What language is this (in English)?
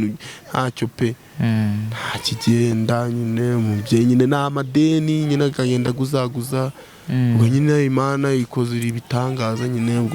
Kinyarwanda